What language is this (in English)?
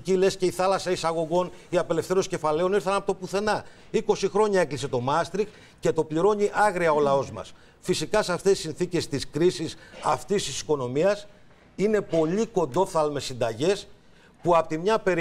Greek